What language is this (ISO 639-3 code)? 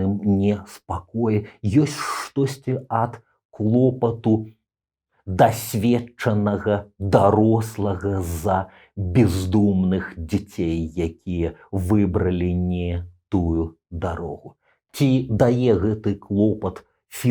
bel